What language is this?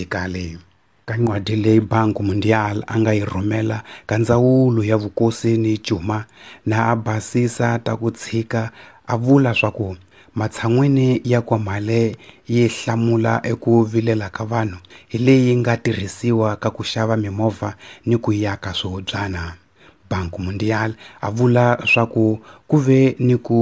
Tsonga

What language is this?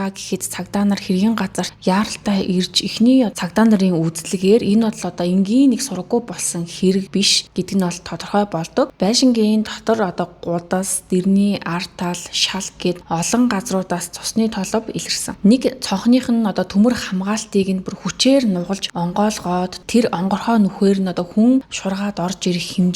Mongolian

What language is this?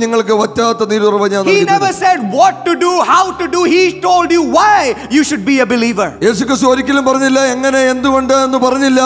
Malayalam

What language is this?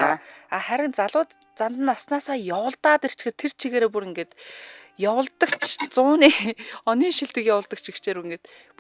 Mongolian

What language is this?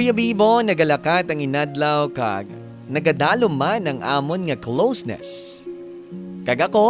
Hiligaynon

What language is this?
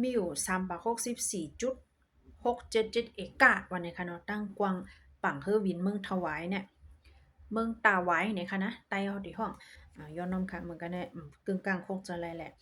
Shan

